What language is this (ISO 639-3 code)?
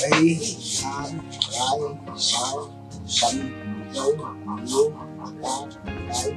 kha